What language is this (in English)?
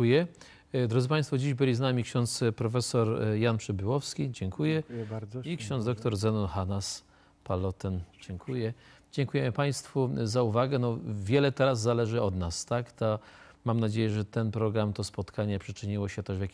Polish